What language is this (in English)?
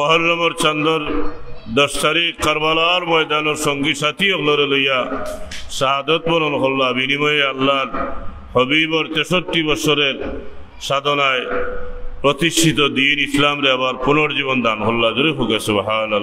Sylheti